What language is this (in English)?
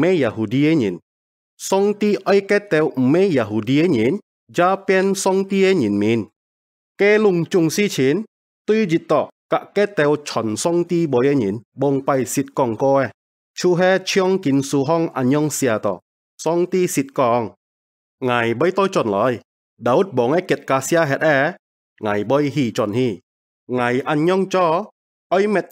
Hakka Chinese